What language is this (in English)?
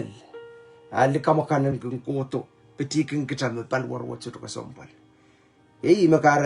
Pohnpeian